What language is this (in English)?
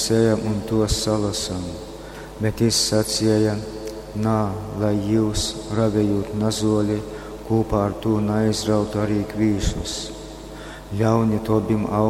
Latgalian